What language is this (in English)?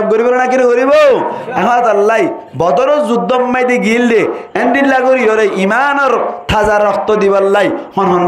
Rohingya